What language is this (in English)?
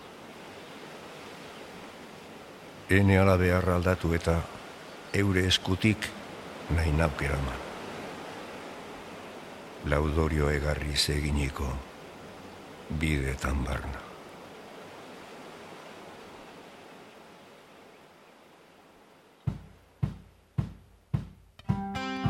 Basque